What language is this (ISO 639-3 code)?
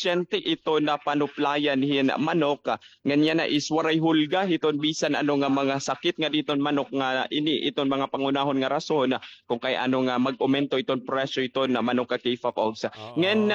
war